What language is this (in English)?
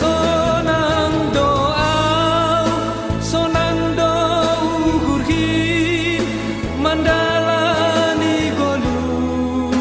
Batak Simalungun